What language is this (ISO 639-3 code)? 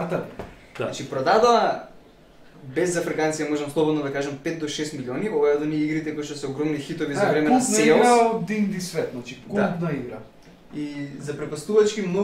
mkd